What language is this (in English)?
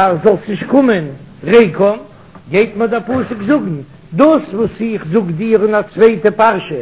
Yiddish